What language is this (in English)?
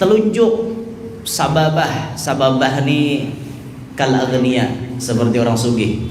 Banjar